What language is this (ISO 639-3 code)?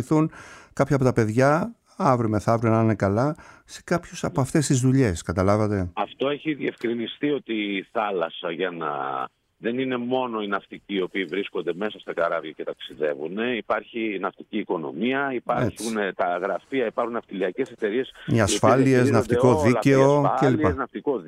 ell